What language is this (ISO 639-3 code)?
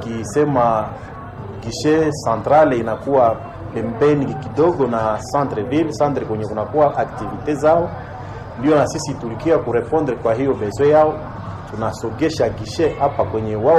swa